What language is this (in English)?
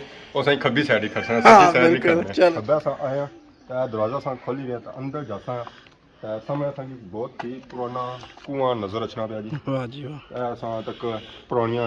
Pahari-Potwari